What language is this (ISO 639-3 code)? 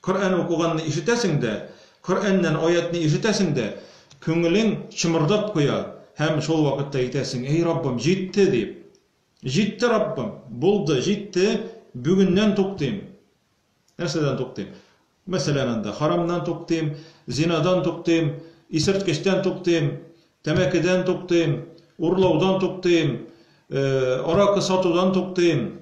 tat